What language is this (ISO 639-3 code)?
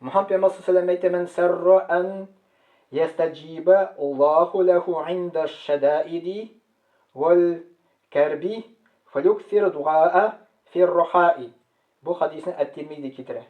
tat